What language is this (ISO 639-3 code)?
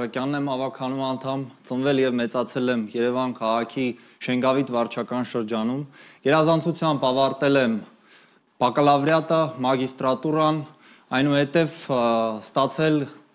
hye